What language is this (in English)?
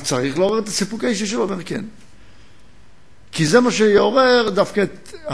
Hebrew